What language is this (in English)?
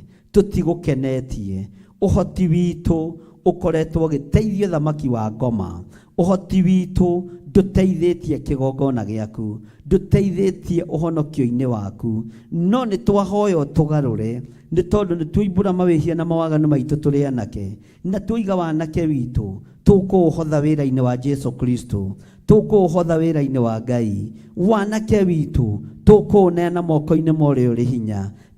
Kikuyu